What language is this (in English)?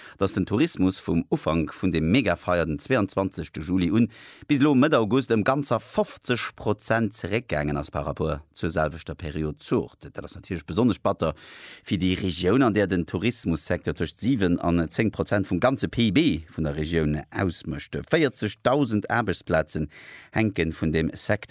Luxembourgish